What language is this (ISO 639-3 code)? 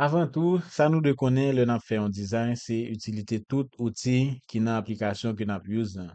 hat